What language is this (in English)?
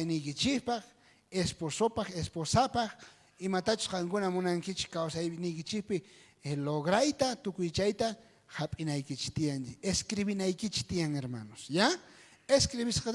South Bolivian Quechua